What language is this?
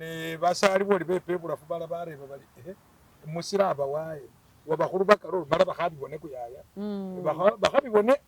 Masaaba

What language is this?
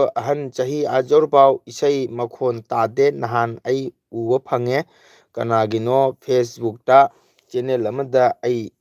Manipuri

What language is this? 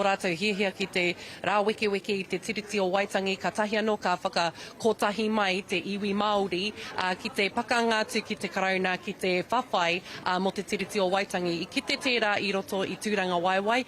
Māori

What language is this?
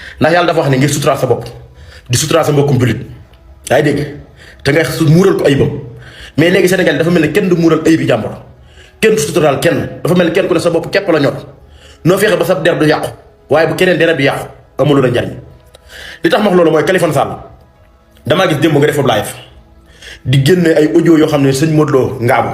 Wolof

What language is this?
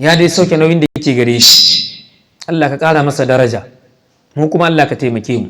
Hausa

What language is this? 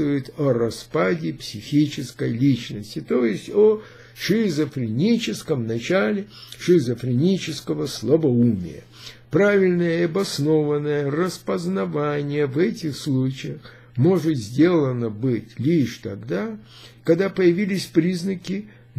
Russian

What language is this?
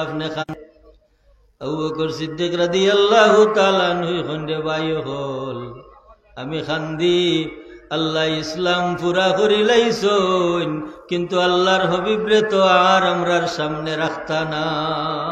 Sylheti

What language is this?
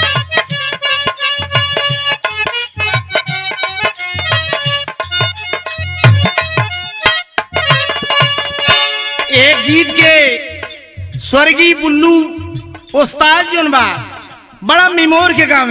Bhojpuri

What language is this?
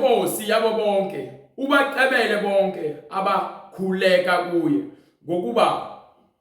Zulu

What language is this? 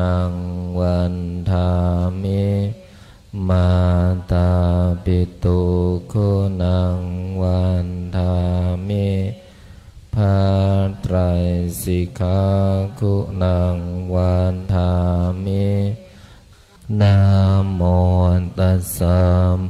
Pali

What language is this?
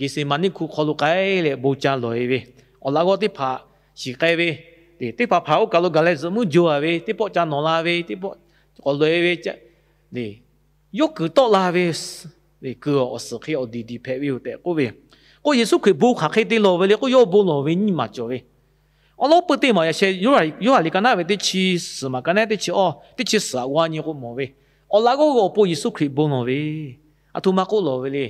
Lahu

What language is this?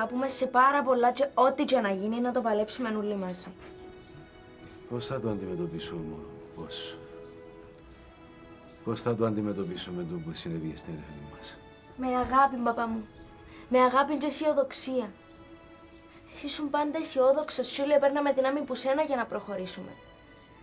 Greek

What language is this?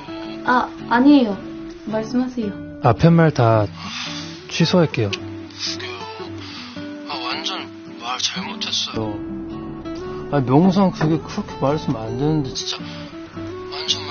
Korean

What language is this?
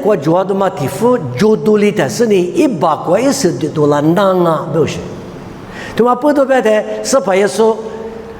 Lisu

